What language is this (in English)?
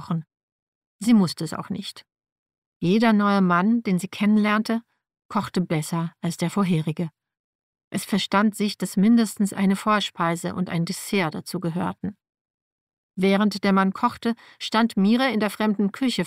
German